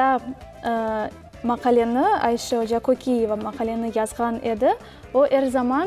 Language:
Crimean Tatar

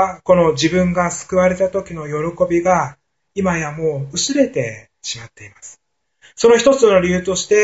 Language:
Japanese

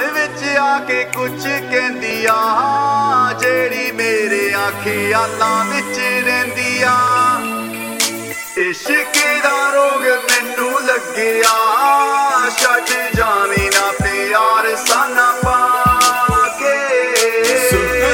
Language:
Punjabi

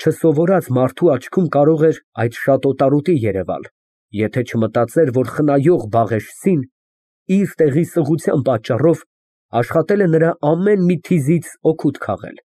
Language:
Armenian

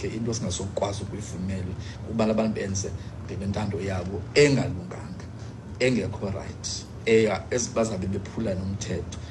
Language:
Xhosa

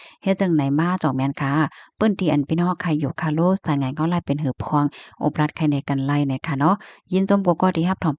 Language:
Shan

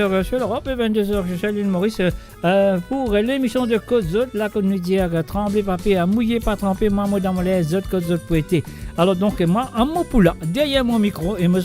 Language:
Morisyen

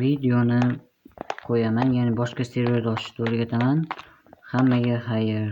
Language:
Uzbek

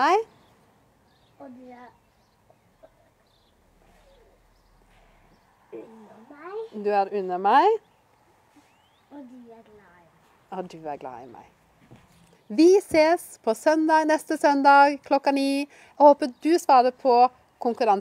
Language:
Norwegian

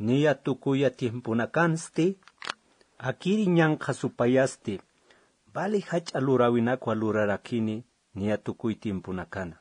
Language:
Aymara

